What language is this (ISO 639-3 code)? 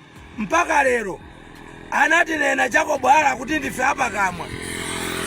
nya